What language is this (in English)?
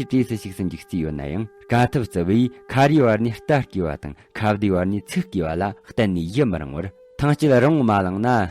Tibetan